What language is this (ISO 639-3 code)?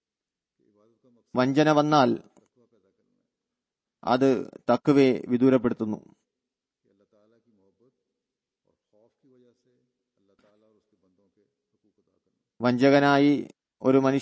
mal